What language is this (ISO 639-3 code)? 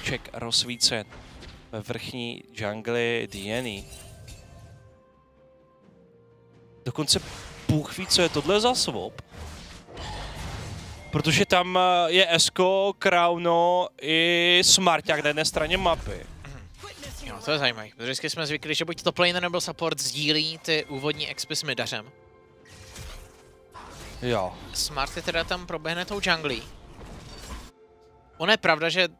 ces